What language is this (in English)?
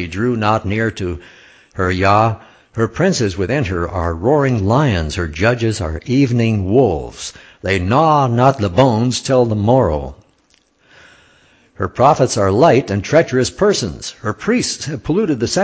English